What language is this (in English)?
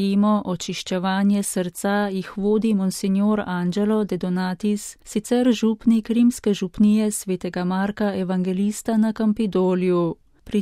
Slovenian